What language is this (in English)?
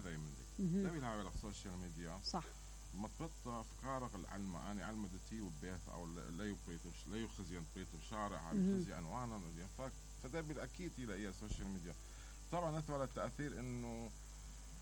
Mesopotamian Arabic